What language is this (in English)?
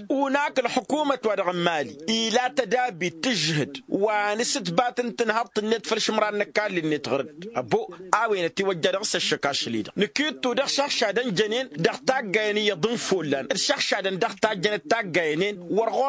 Tamasheq